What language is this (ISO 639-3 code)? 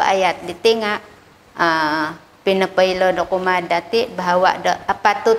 dtp